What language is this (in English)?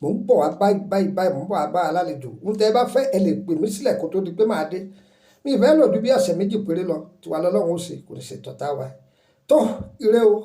Yoruba